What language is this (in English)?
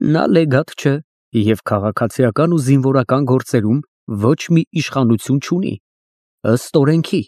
Armenian